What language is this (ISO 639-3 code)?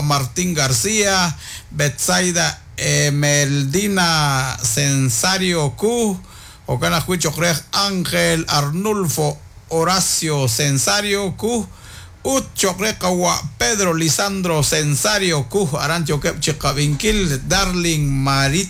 kek